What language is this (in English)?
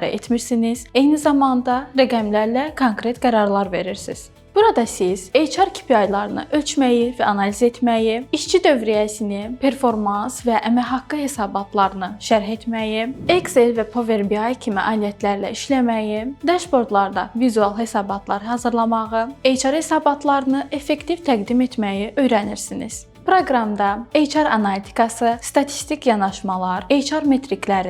Azerbaijani